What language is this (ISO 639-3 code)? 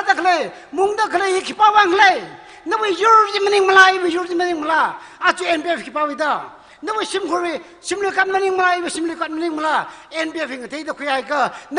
nmf